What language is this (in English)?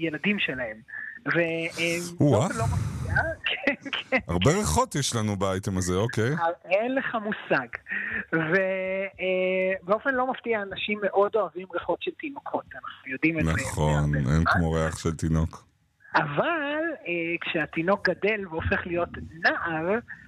Hebrew